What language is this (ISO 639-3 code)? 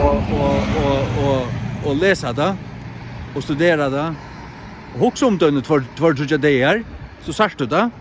fao